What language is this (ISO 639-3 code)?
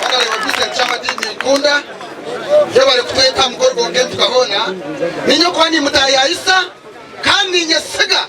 nyn